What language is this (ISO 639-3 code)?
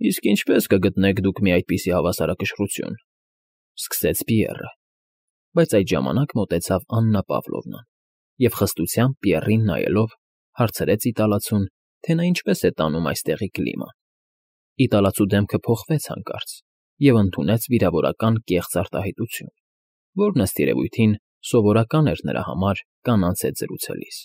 hye